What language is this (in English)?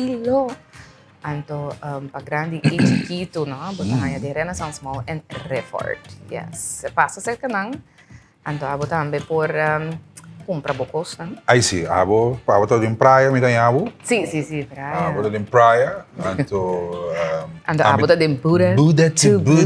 Papiamento